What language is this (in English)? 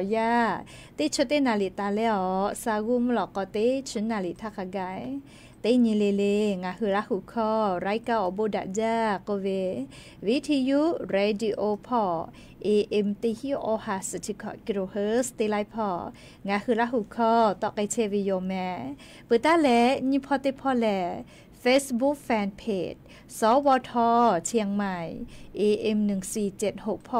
Lahu